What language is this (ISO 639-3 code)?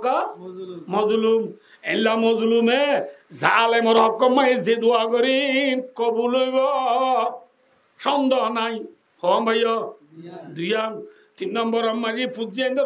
rhg